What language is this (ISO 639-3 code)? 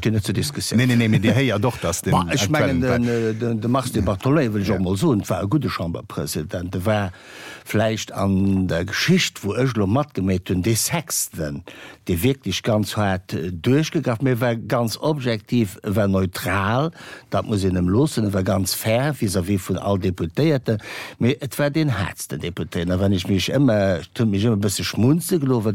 ltz